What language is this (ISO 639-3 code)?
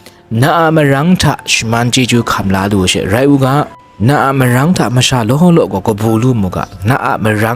kac